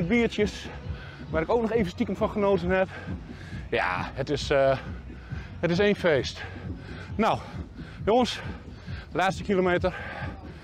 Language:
Dutch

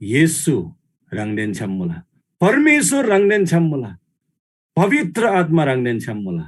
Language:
Eastern Tamang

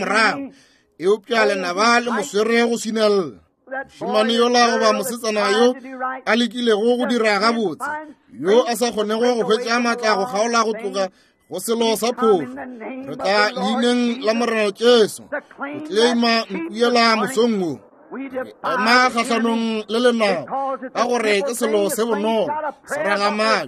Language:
Northern Sotho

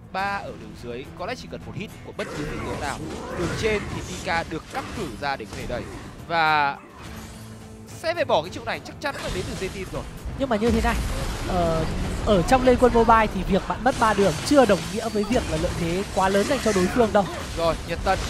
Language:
Vietnamese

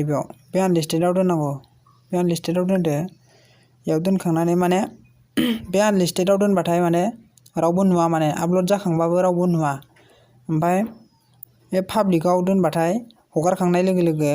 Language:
Bodo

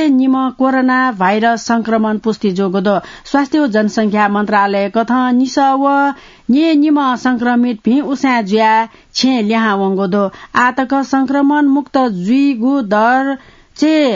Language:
Newari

